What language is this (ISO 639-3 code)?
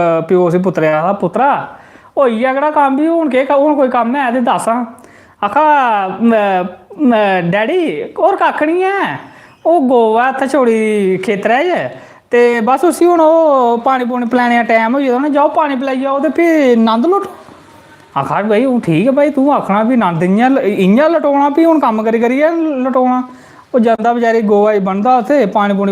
doi